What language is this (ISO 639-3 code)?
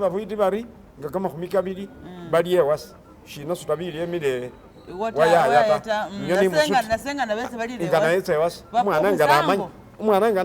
myx